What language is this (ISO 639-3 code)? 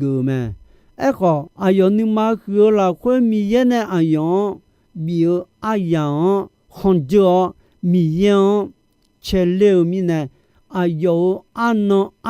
ahk